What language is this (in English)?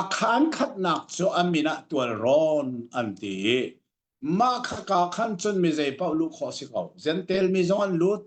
Hakha Chin